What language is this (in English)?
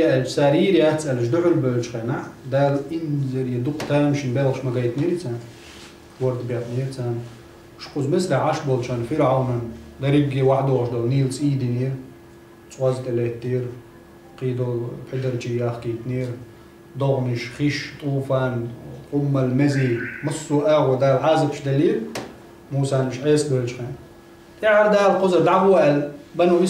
Chechen